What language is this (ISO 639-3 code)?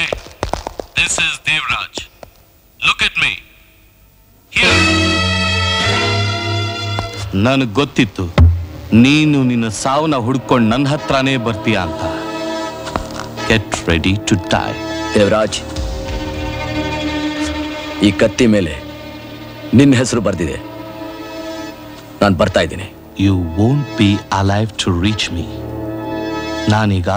kan